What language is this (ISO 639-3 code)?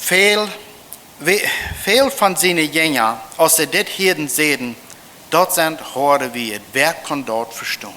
pdt